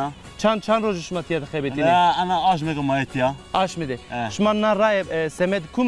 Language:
Zaza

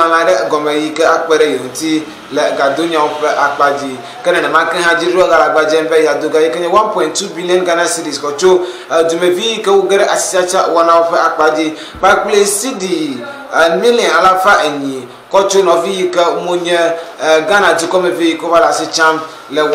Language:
Ewe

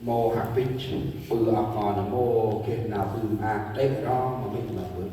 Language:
Central Mnong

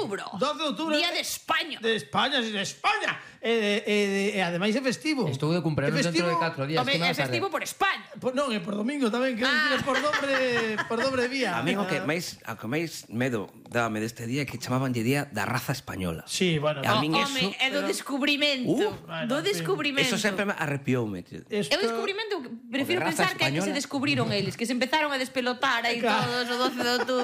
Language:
Galician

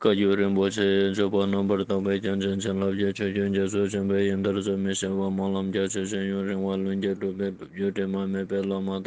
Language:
Ladakhi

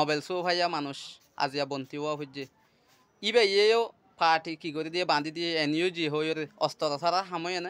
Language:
Rohingya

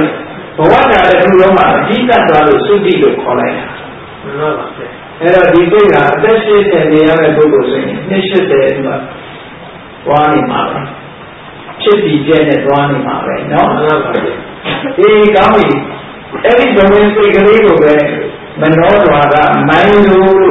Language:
Burmese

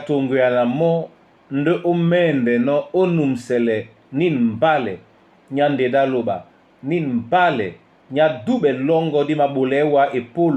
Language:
Duala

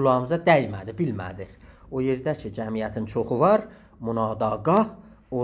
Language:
South Azerbaijani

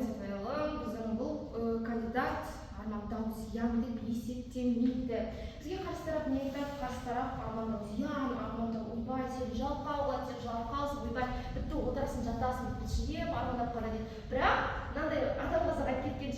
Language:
Kazakh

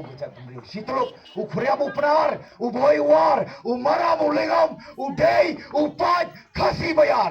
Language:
Khasi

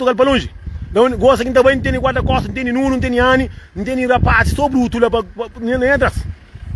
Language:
Kabuverdianu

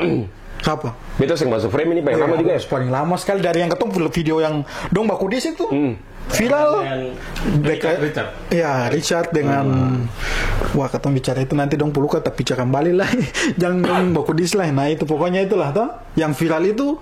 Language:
Ambonese Malay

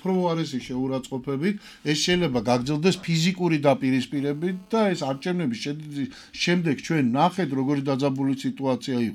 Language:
Georgian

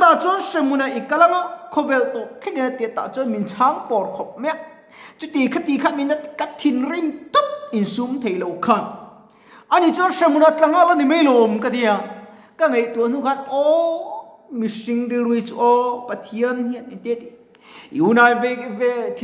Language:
Mizo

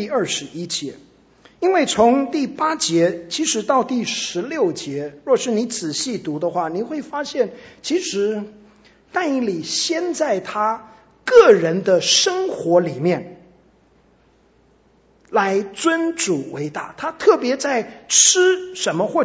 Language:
Chinese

